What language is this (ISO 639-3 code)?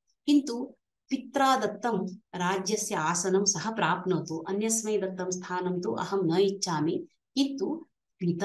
san